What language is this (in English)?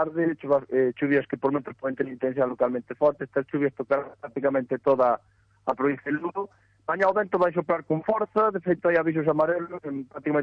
Galician